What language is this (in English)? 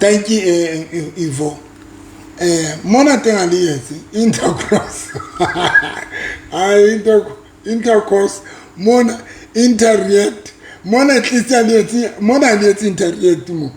Southern Sotho